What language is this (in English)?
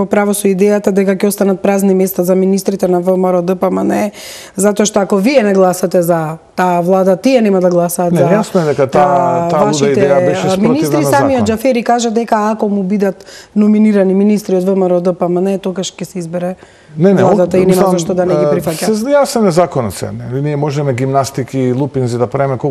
Macedonian